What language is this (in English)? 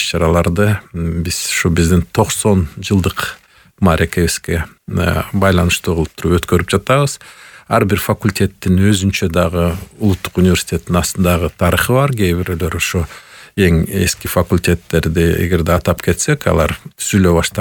Kyrgyz